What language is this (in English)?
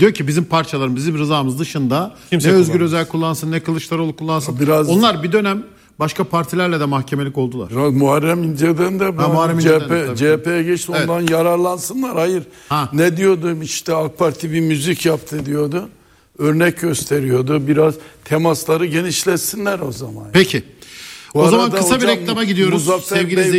Turkish